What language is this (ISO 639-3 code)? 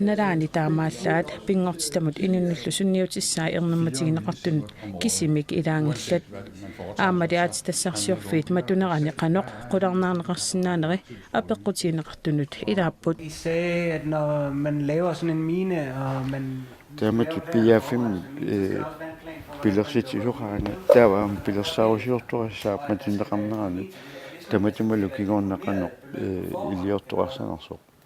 kal